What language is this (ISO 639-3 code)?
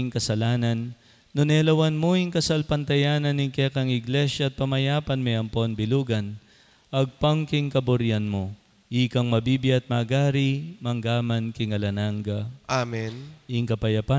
pam